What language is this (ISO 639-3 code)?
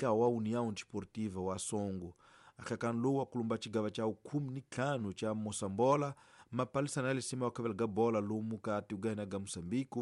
tso